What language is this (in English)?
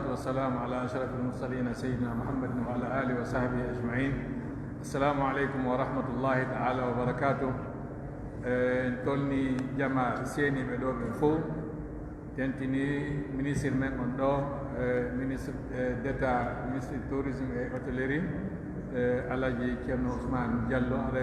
Pular